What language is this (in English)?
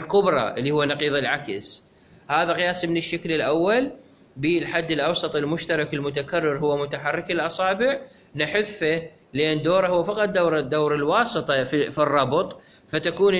Mesopotamian Arabic